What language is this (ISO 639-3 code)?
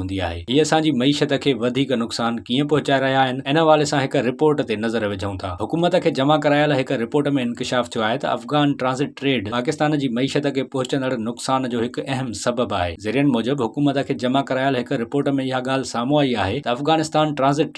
snd